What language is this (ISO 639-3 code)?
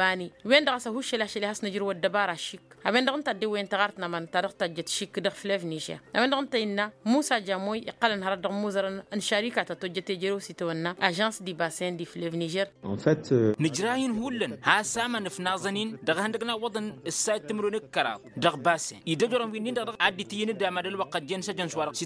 taq